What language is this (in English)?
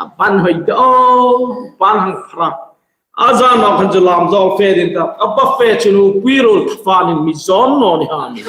Hmar